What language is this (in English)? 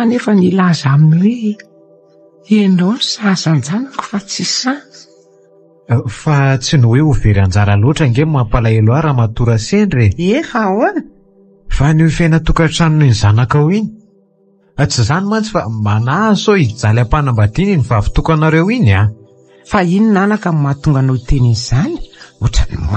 Malagasy